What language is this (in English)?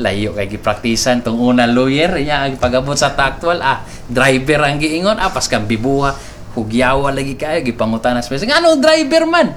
Cebuano